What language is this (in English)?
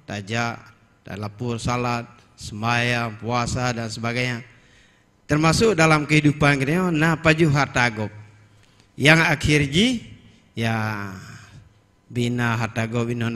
Achinese